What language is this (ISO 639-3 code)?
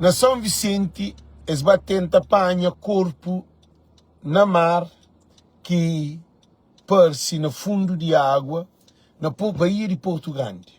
kea